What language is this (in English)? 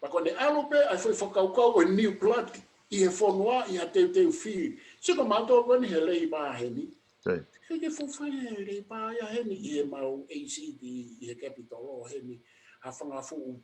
Tongan